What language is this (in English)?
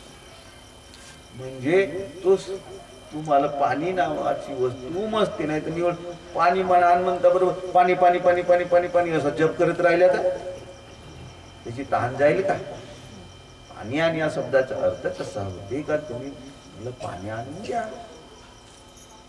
Marathi